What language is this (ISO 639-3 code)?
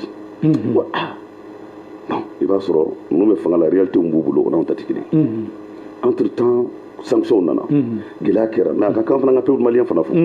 bam